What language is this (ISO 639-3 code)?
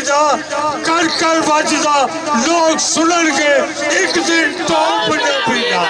lah